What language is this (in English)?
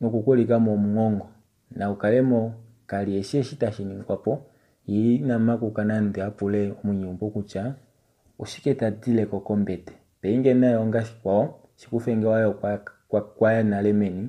Kuanyama